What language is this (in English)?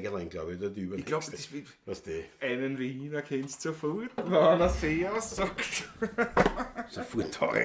Bavarian